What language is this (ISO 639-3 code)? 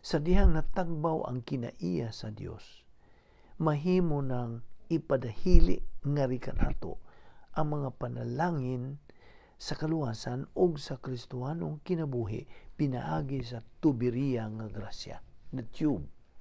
ceb